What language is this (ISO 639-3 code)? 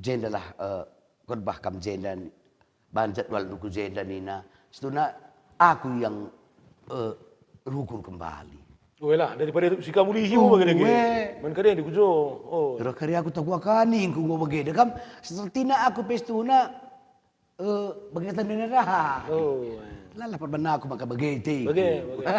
btx